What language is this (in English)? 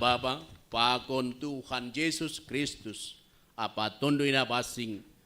Batak Simalungun